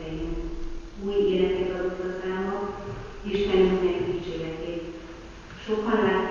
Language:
Hungarian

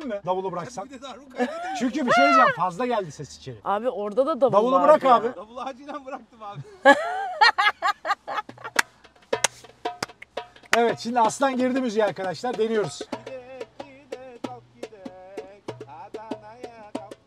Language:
Turkish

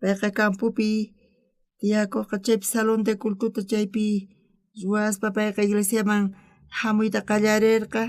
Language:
South Bolivian Quechua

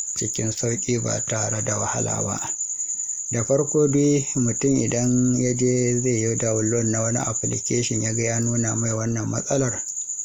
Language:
Hausa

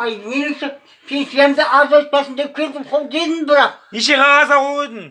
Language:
Kazakh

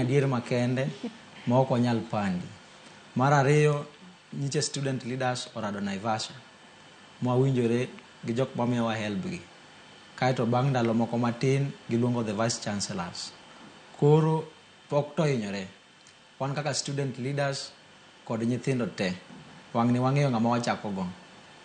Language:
Luo (Kenya and Tanzania)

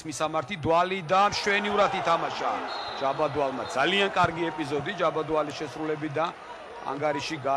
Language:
Georgian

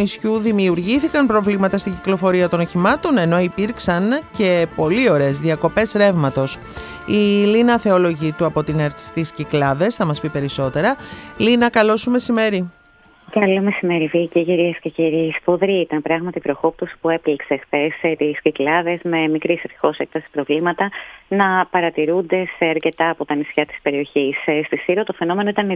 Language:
Greek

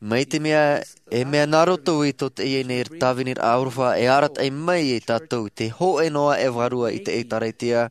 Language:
Tahitian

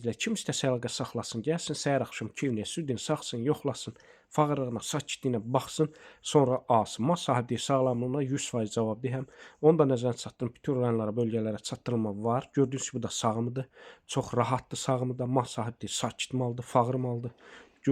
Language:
Azerbaijani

